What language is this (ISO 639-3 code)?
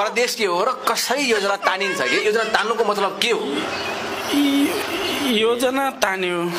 nep